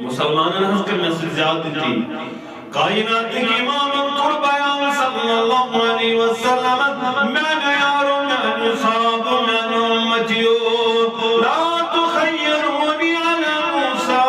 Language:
Kashmiri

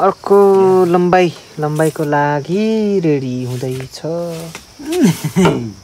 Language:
Nepali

